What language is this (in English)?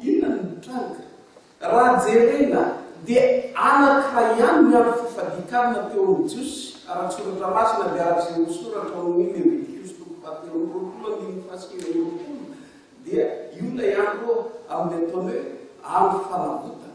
Malagasy